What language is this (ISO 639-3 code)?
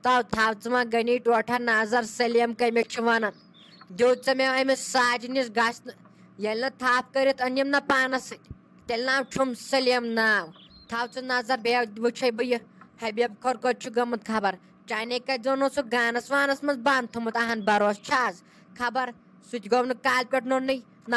kas